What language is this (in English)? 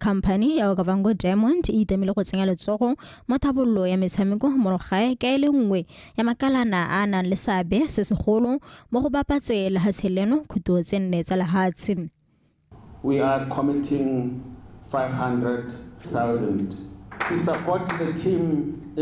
Tswana